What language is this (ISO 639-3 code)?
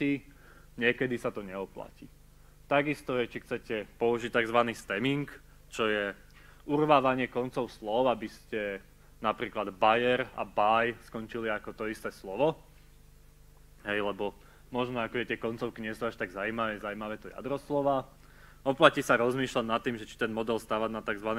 slk